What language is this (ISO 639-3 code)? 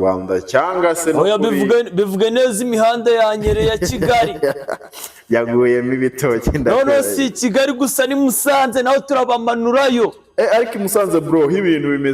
kin